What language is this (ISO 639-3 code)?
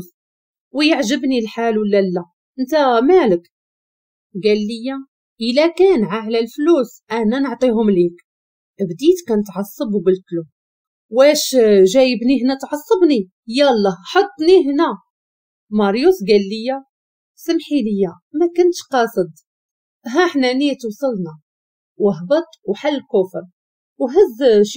ary